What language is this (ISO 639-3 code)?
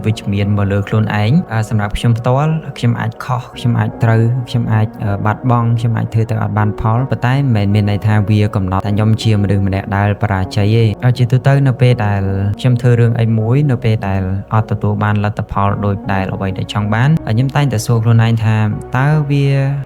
khm